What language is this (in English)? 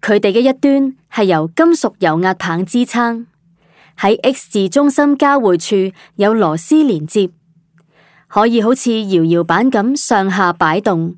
Cantonese